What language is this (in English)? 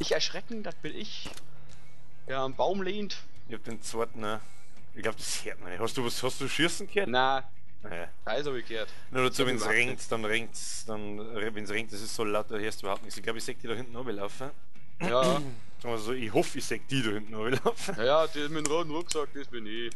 Bavarian